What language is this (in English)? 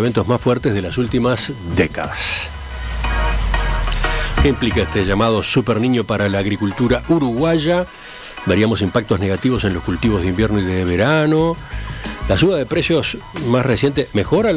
Spanish